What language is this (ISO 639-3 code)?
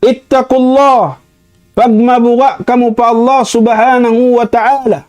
tsg